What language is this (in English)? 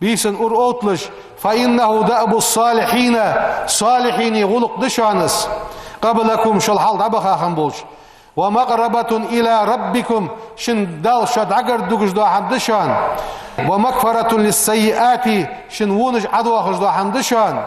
Ingush